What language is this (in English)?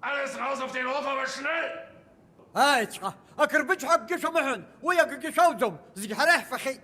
Abkhazian